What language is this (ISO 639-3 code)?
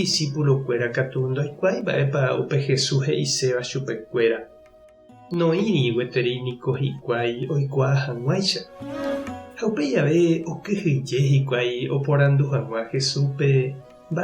grn